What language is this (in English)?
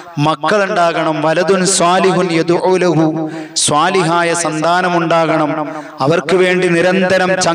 Malayalam